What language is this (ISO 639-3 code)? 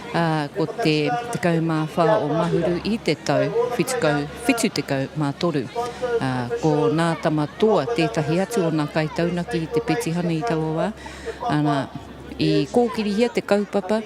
mri